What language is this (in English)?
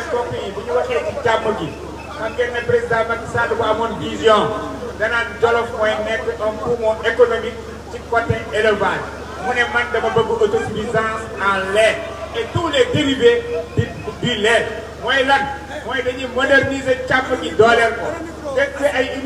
Wolof